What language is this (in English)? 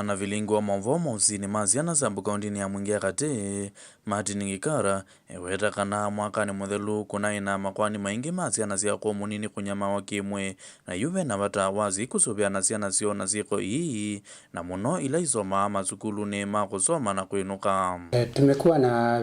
Kamba